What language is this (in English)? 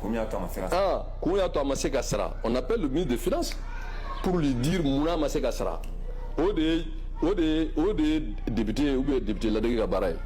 Bambara